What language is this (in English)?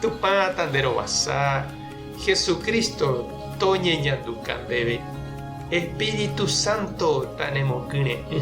Guarani